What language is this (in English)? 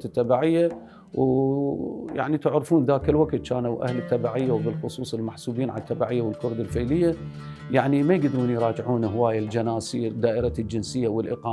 Mesopotamian Arabic